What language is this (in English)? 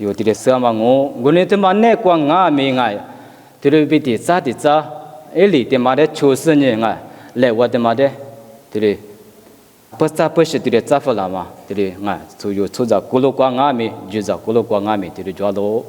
Lisu